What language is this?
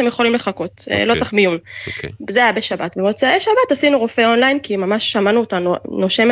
Hebrew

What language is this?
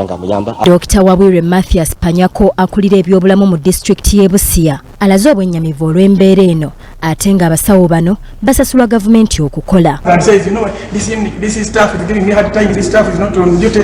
Ganda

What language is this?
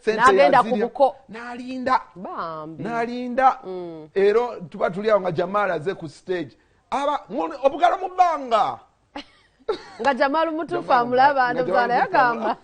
Ganda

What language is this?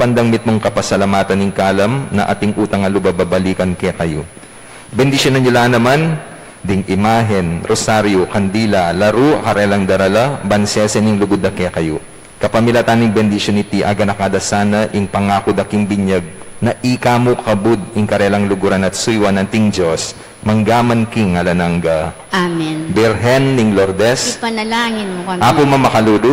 Pampanga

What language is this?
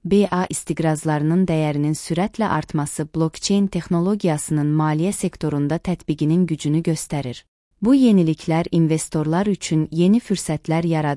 Azerbaijani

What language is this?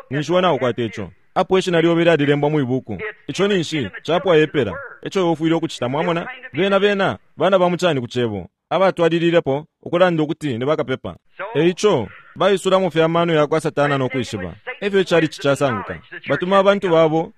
Bemba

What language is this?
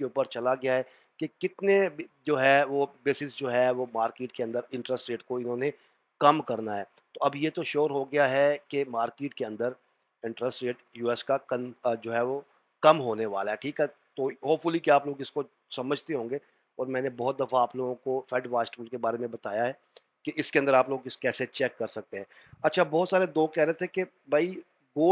Hindi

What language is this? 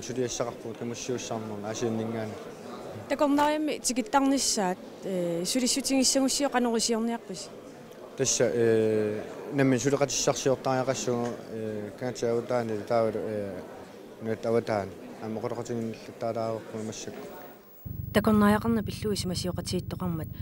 Kalaallisut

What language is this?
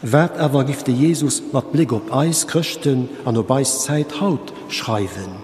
Luxembourgish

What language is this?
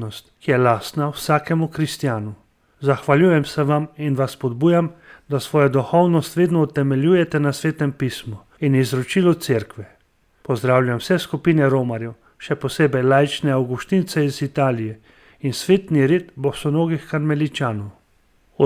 Slovenian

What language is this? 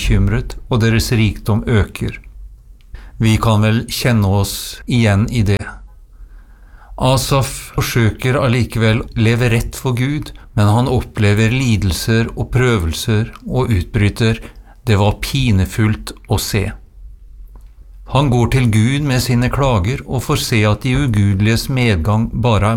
Norwegian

